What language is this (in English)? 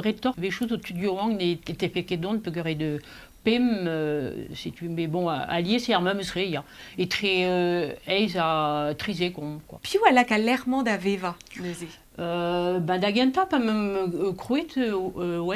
Breton